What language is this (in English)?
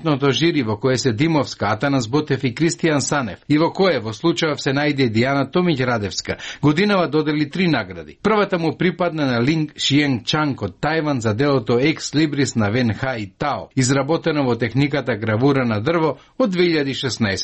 Macedonian